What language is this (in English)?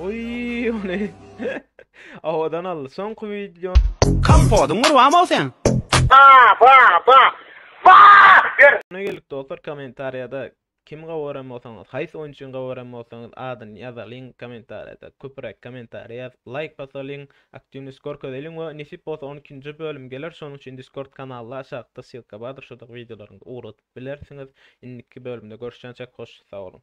Turkmen